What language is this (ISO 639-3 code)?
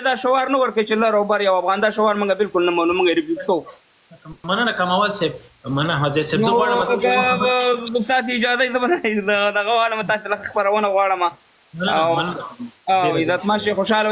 pus